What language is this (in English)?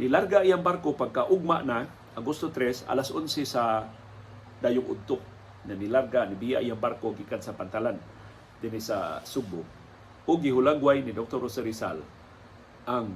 Cebuano